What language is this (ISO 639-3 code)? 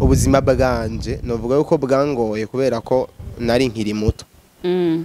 run